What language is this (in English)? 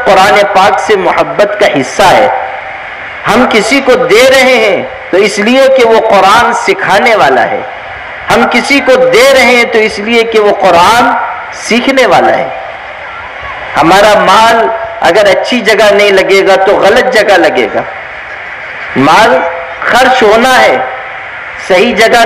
Urdu